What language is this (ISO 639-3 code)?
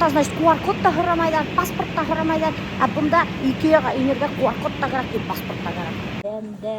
bak